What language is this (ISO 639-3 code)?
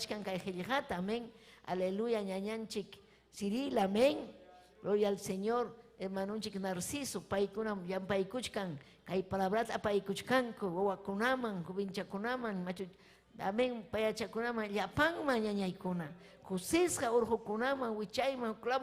quy